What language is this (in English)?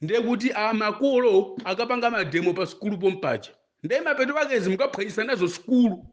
Nyanja